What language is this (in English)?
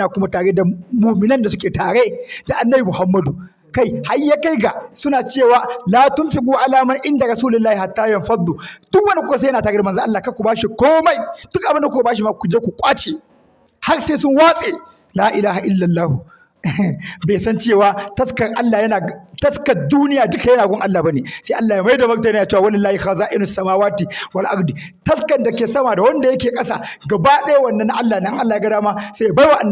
Hausa